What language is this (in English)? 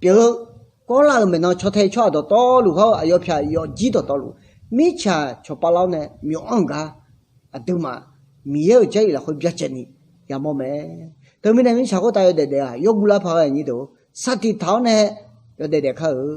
Akha